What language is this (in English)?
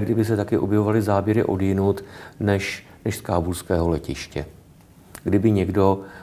Czech